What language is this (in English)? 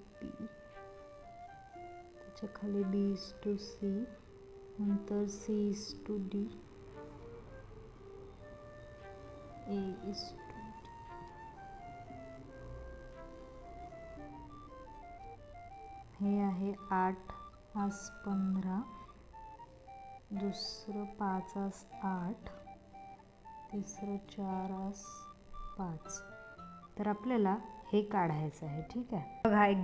Marathi